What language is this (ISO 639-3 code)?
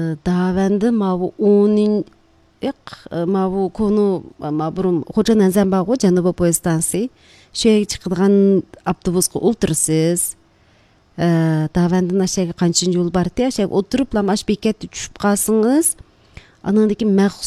uig